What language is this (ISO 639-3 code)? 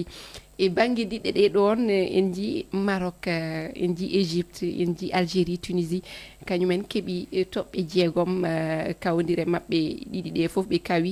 ful